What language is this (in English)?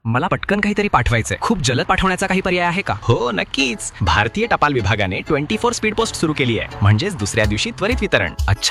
Marathi